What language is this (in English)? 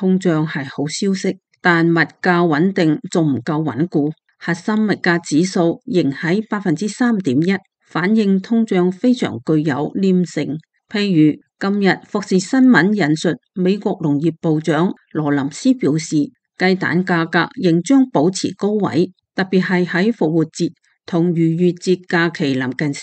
Cantonese